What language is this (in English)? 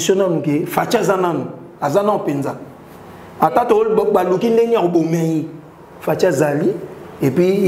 Lingala